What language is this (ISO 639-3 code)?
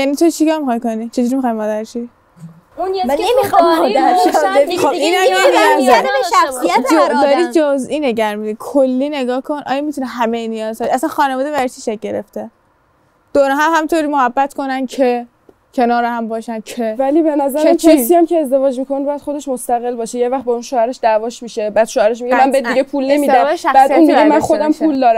fas